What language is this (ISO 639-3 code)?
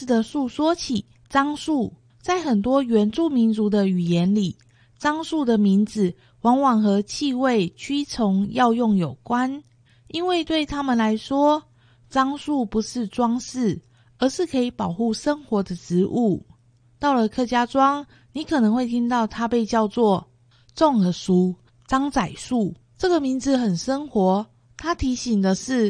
zho